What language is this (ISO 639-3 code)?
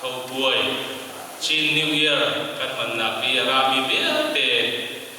cnh